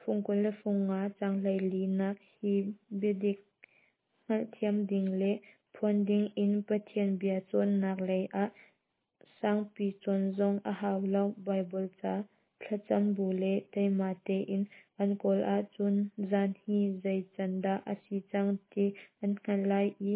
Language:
Hakha Chin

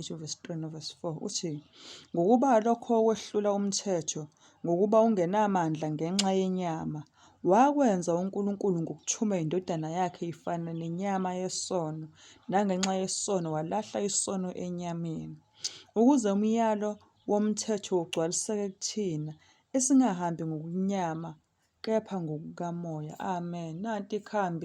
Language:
Zulu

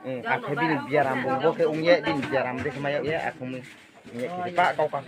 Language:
Riang (India)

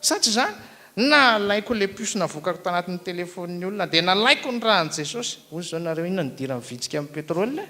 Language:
Malagasy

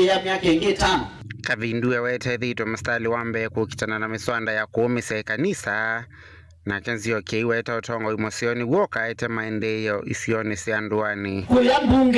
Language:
Kamba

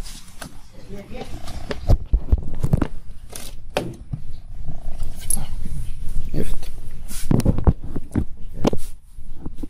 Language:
Arabic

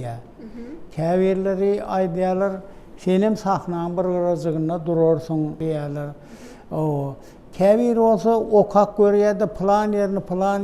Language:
Turkmen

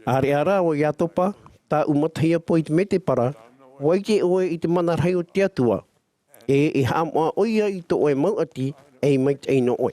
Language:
Tahitian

